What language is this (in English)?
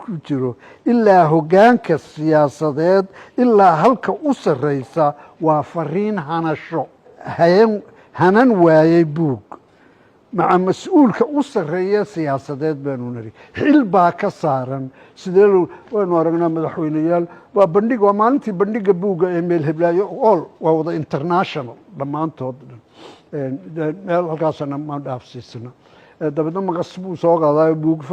Somali